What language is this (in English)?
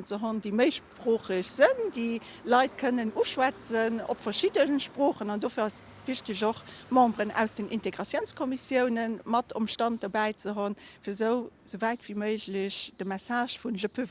Luxembourgish